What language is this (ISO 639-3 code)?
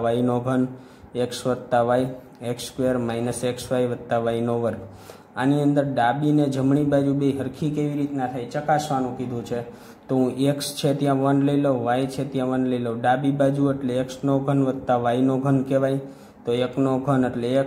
guj